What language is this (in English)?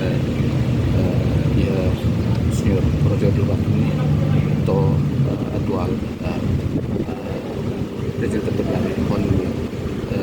Tetum